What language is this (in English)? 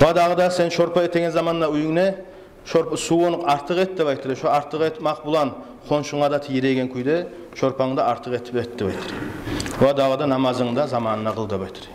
Kumyk